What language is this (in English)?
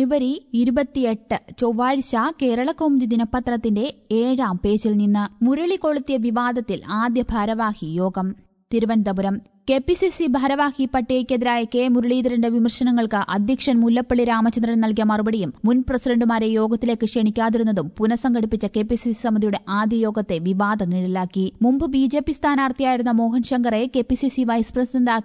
Malayalam